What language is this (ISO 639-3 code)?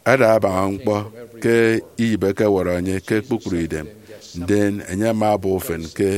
efi